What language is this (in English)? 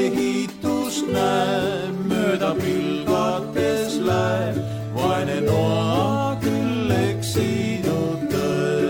Estonian